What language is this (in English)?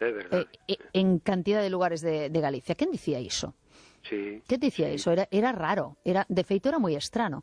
Galician